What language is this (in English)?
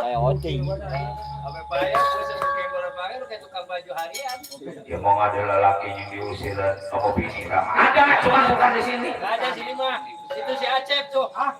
Betawi